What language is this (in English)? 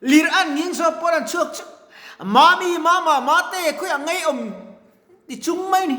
Mizo